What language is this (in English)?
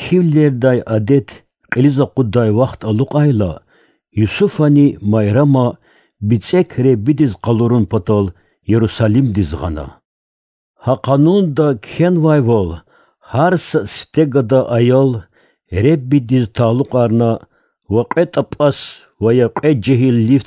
Lezghian